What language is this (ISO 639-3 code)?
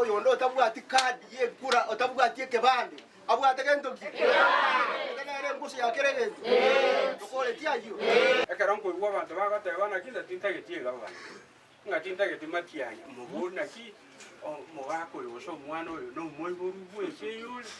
guz